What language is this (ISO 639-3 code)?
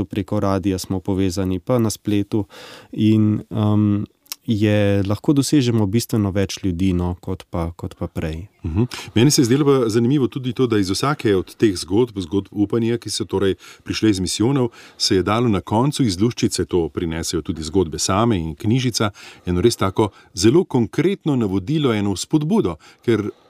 slv